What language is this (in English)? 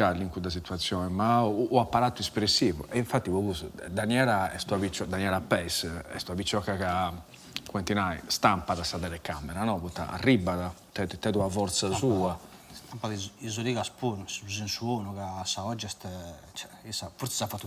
Sardinian